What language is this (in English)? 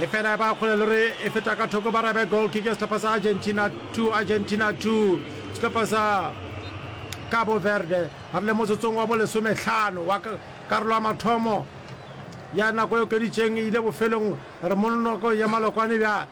Northern Sotho